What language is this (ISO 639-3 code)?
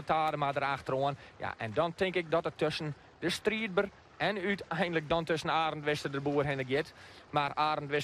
fry